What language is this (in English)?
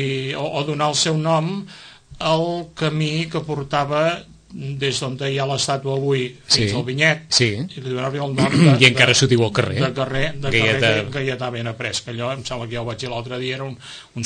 Catalan